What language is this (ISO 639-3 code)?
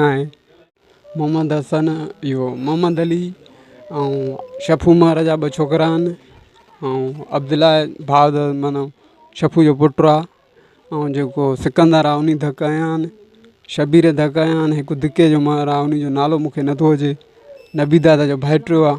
snd